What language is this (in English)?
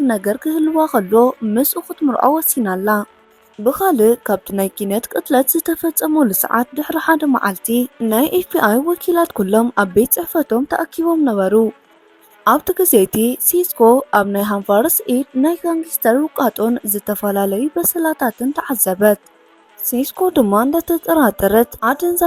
Tigrinya